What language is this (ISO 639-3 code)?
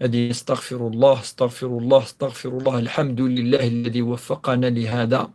kab